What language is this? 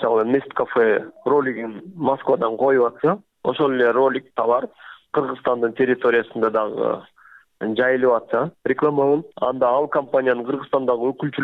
Kyrgyz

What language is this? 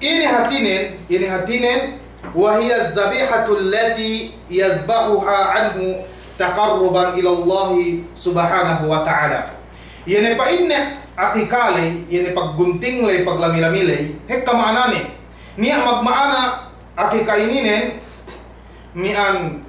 Yakan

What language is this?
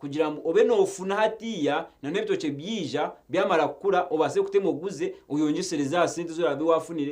Nyankole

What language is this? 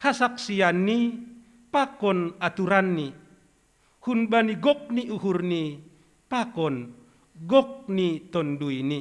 Batak Simalungun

